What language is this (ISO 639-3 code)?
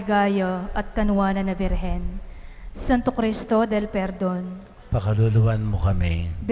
pam